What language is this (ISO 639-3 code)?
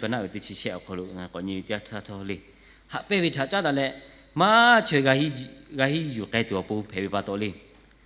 lhu